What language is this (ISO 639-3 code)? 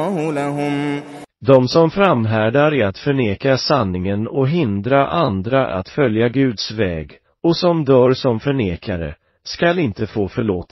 swe